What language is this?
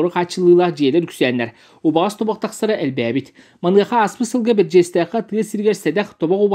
Yakut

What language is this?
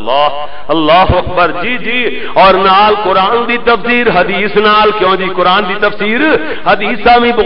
Western Panjabi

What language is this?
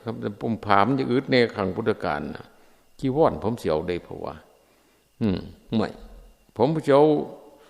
Northeastern Thai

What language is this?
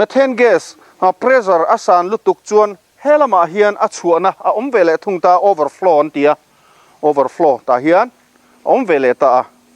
Mizo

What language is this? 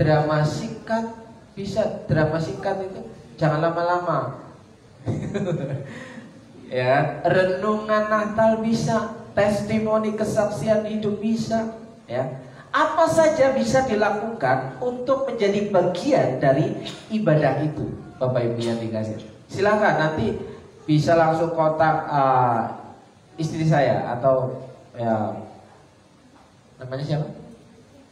Indonesian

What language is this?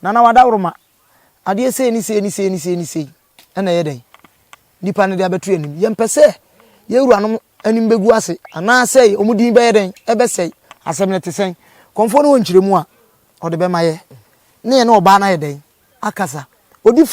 Akan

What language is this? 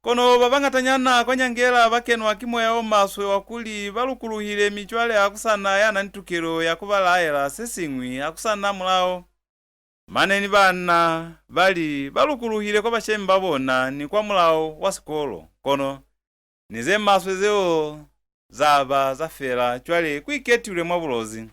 Lozi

